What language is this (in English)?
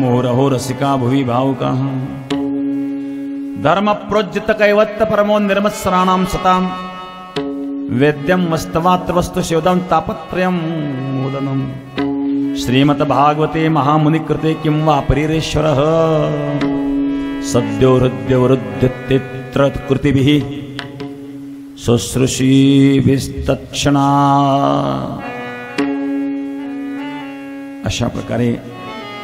Marathi